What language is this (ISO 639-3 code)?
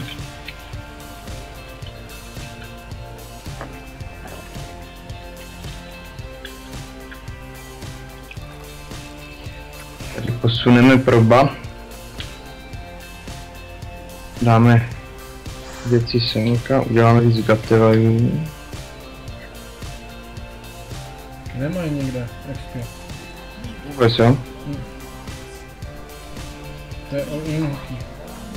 ces